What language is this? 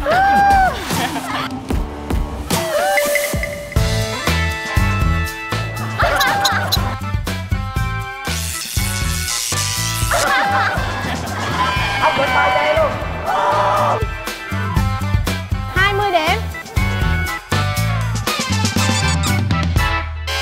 Vietnamese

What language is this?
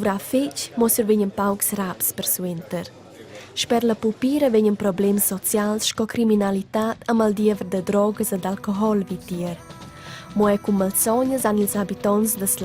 Romansh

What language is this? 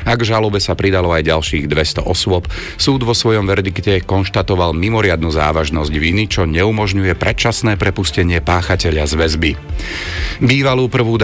Slovak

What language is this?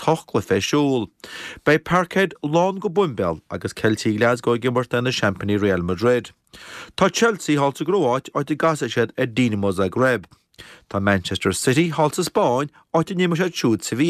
Irish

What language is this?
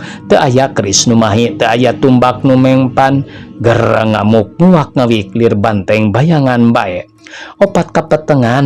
Sundanese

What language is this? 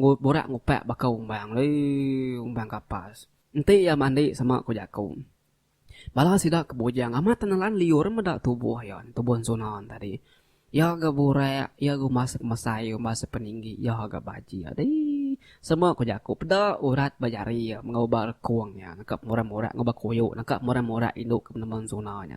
Iban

